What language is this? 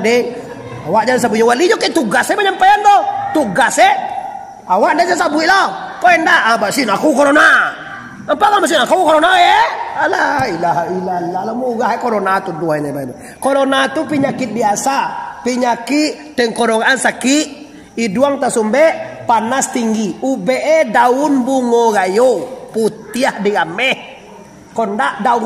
Minangkabau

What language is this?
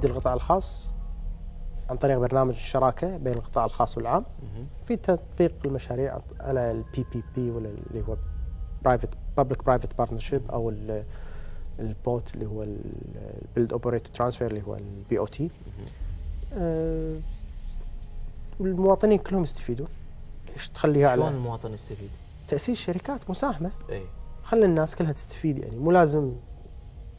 Gulf Arabic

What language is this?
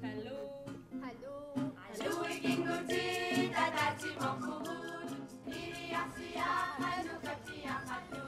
Kalaallisut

